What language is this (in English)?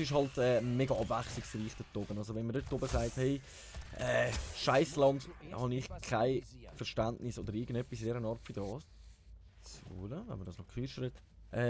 Swiss German